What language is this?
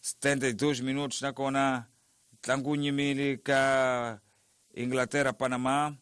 Tsonga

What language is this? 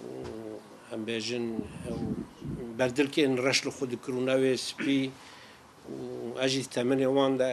Kurdish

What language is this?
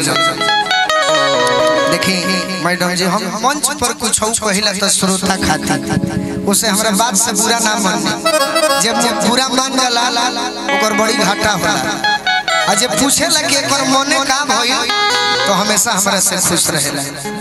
Bhojpuri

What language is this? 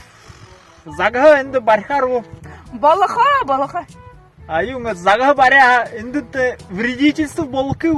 Buriat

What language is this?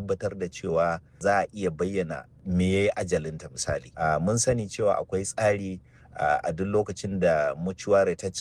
Hausa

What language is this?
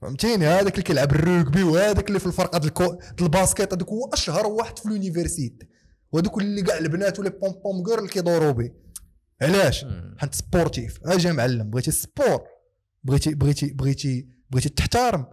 Moroccan Arabic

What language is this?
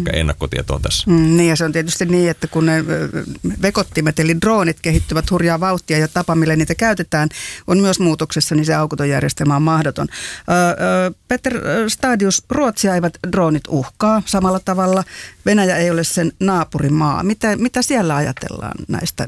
Finnish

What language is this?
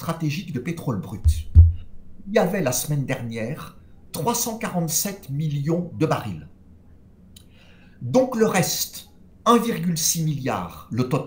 French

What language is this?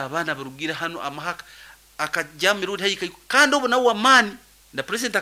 Nyankole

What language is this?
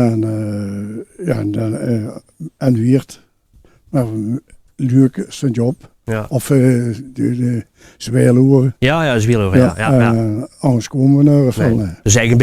Limburgish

